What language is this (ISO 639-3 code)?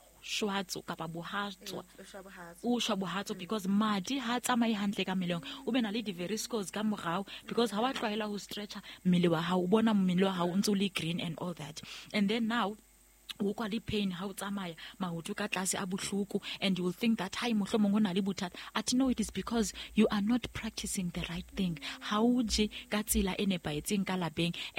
sot